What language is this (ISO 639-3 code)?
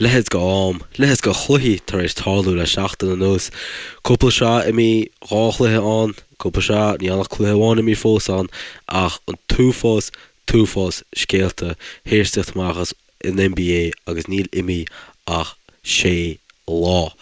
gle